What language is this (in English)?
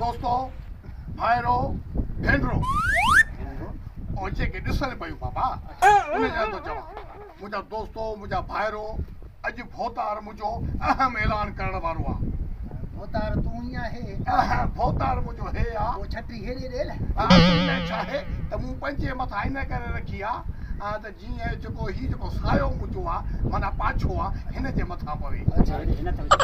Sindhi